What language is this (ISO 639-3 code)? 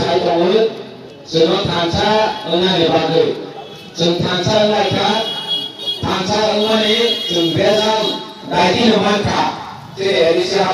trp